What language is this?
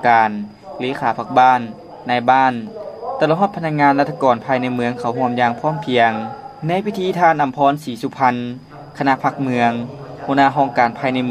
Lao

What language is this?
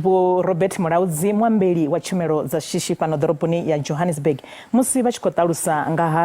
Venda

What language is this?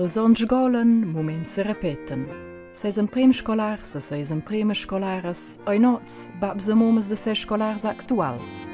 Romansh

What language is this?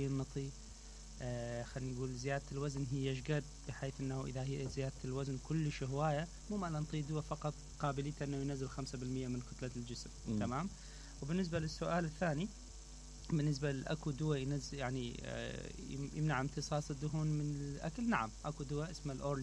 Mesopotamian Arabic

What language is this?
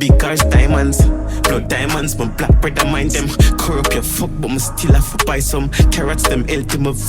Jamaican Creole English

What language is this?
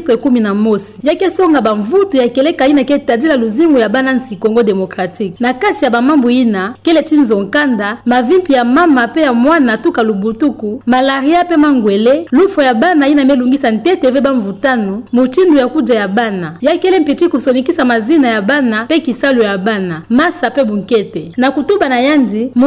Kituba (Democratic Republic of Congo)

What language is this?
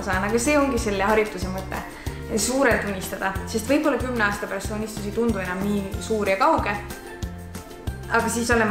Estonian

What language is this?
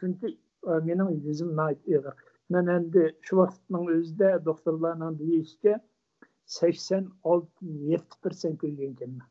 Uyghur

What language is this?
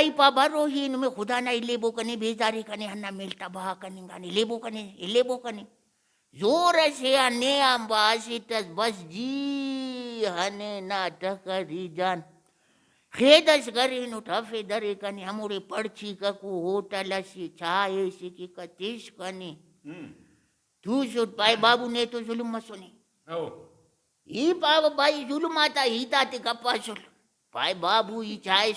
Brahui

